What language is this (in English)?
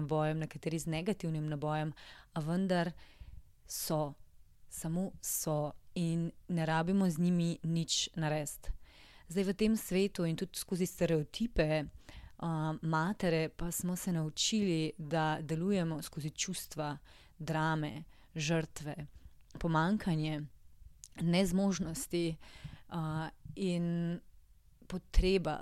Slovenian